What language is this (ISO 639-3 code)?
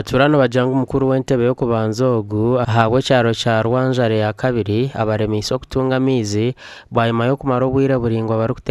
nyn